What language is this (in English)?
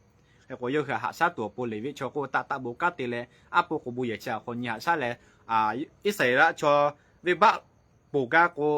Lahu